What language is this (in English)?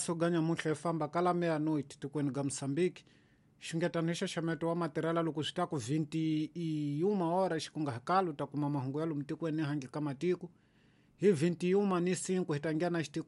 Tsonga